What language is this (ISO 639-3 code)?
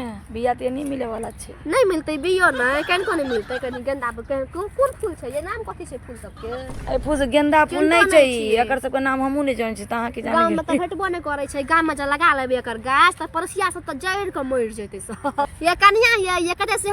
mai